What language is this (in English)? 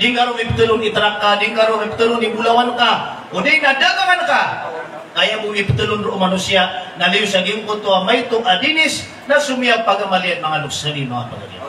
Maranao